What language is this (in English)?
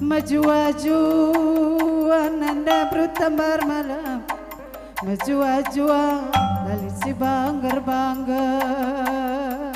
Batak Karo